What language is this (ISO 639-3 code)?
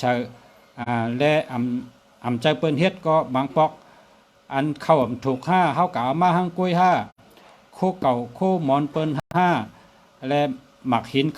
shn